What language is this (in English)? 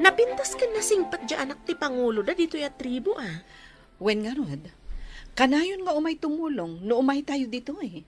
Iloko